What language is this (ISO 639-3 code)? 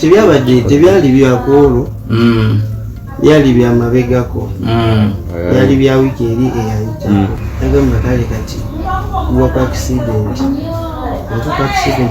lug